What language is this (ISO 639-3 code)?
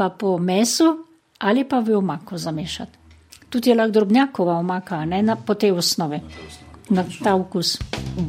slv